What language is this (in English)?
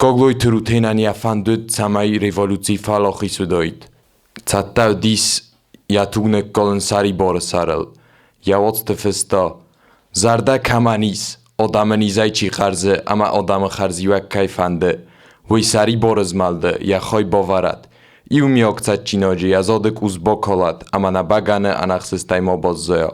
Ossetic